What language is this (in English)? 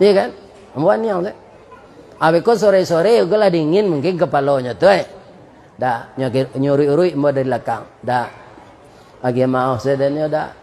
Minangkabau